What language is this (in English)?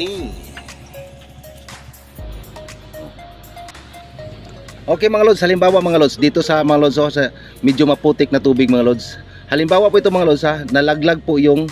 Filipino